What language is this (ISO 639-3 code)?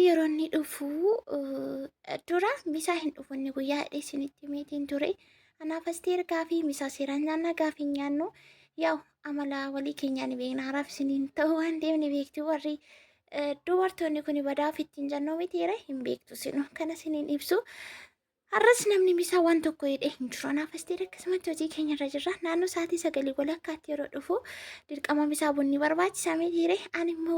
orm